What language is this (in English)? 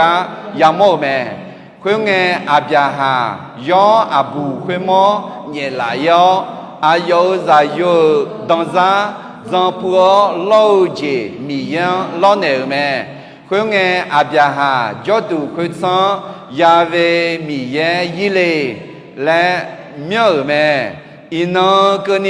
Akha